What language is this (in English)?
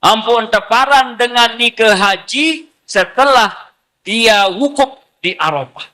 Sasak